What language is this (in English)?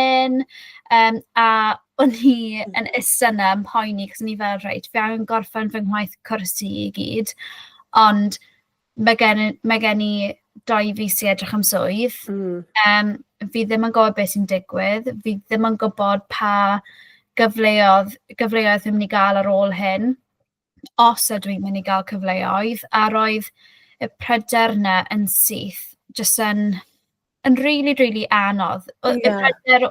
Welsh